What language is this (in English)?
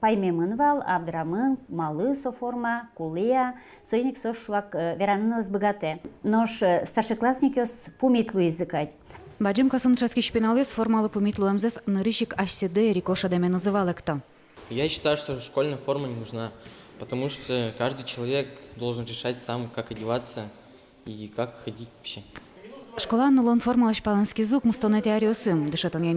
Udmurt